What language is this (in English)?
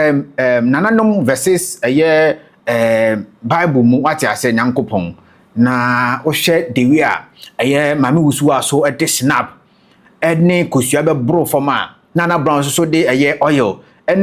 Akan